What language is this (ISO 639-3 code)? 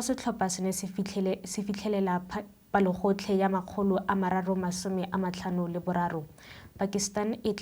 tsn